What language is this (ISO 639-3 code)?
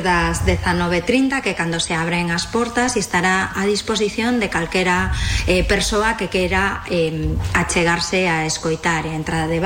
glg